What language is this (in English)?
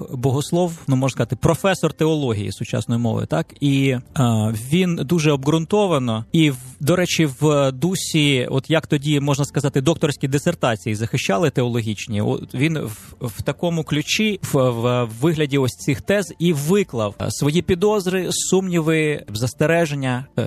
Ukrainian